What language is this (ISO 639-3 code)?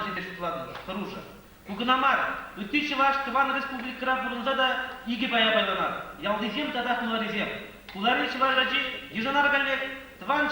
chv